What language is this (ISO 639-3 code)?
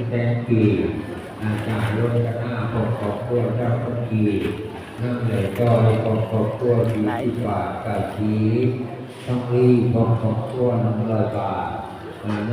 tts